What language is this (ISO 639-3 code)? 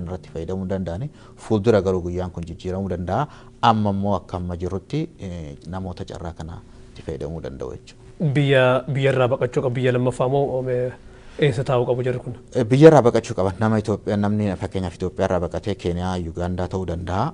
orm